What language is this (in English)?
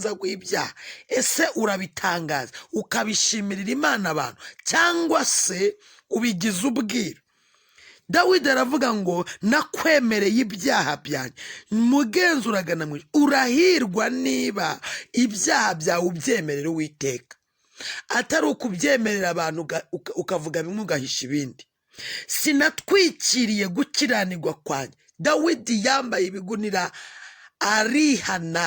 Kinyarwanda